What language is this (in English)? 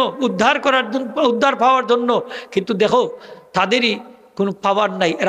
Sylheti